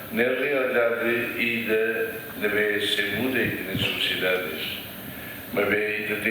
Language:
Tetum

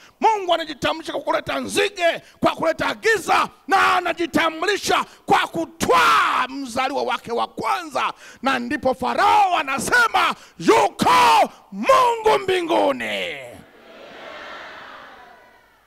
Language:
Swahili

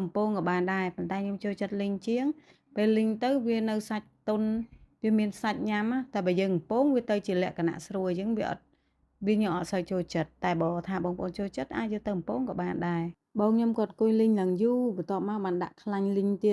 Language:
Khmer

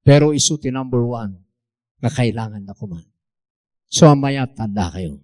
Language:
Iloko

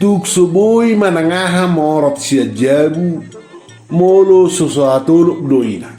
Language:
Batak Toba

